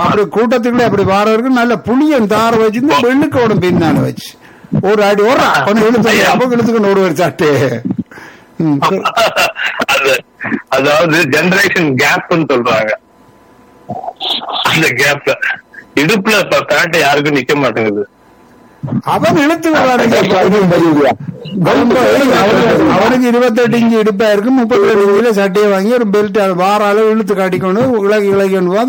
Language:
Tamil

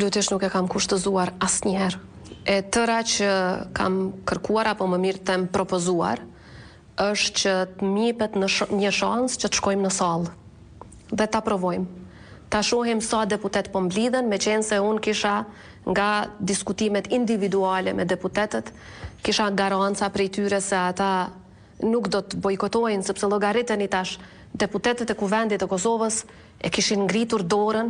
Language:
Albanian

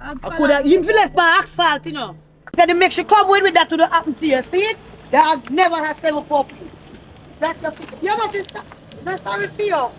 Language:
Jamaican Creole English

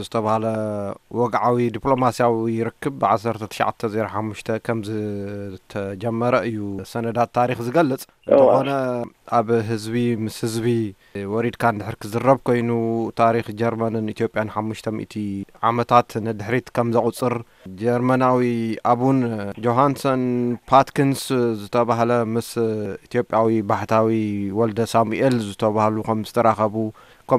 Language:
Tigrinya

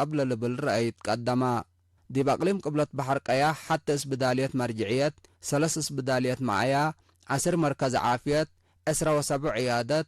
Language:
Tigre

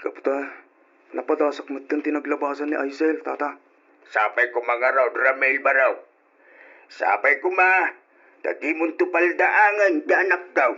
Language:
Iloko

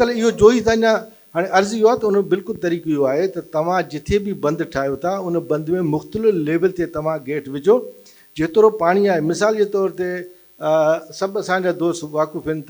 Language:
Sindhi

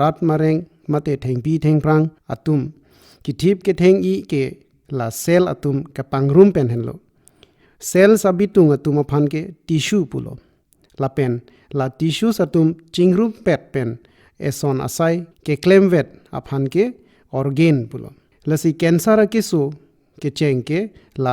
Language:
Karbi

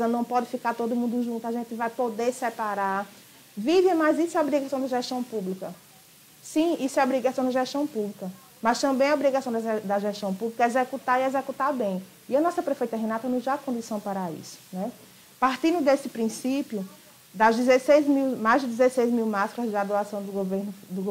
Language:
Portuguese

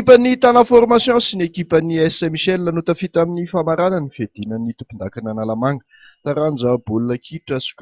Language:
Malagasy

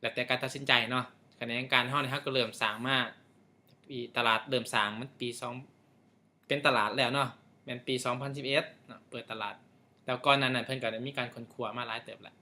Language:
Lao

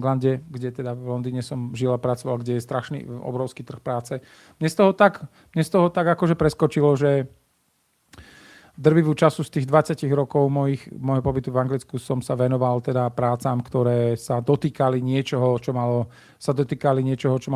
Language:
Slovak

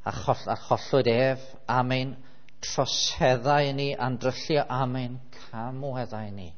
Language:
Welsh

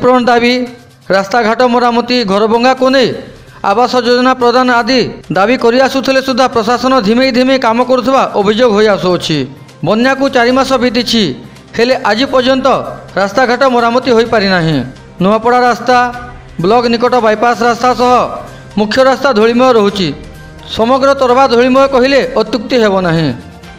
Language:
Odia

